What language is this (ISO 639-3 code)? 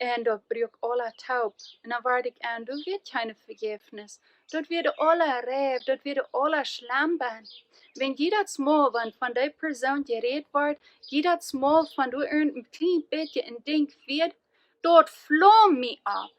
pdt